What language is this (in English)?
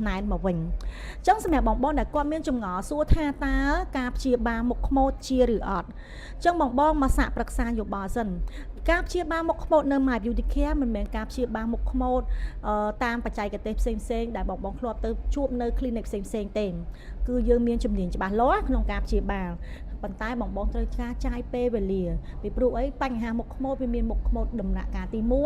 Khmer